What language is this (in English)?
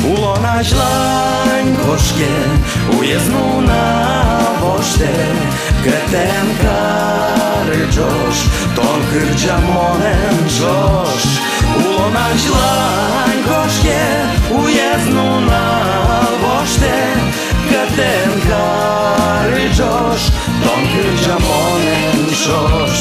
Udmurt